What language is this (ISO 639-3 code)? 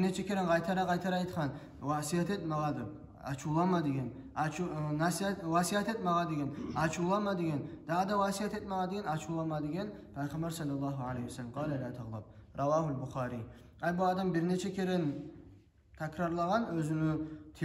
kum